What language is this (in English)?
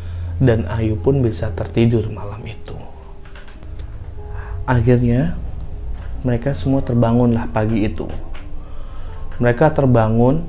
Indonesian